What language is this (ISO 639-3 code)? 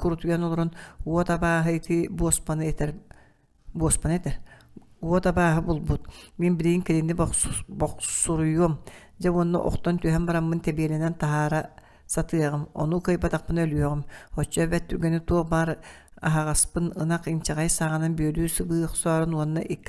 sah